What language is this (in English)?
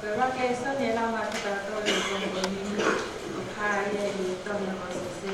Tongan